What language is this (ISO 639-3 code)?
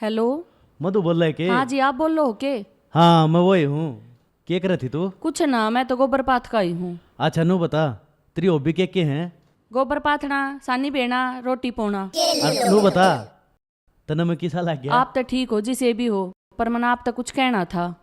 bgc